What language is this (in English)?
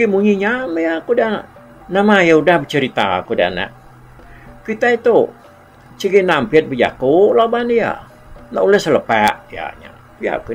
Iban